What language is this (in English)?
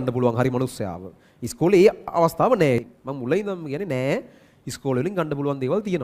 Sinhala